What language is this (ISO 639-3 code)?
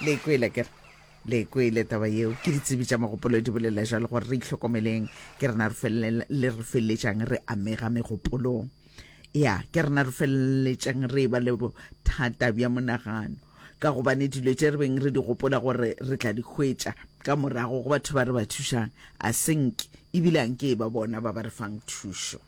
nso